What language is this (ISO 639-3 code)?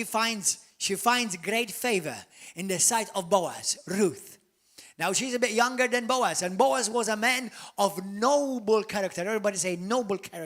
eng